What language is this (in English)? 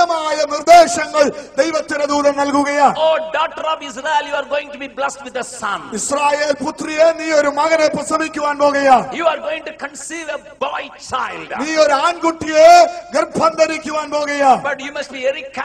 Malayalam